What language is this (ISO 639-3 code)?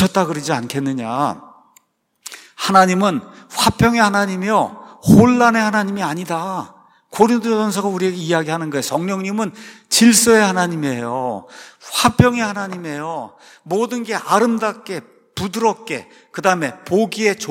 kor